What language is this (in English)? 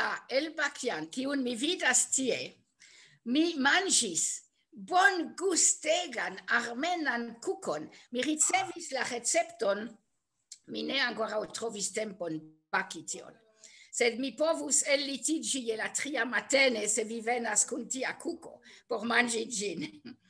Esperanto